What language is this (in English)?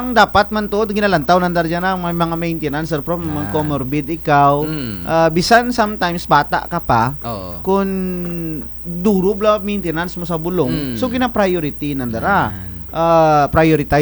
Kinaray-a